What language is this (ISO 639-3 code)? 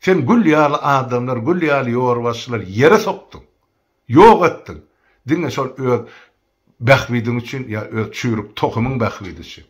tuk